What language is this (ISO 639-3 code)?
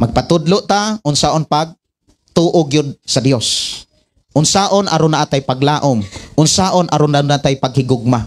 ceb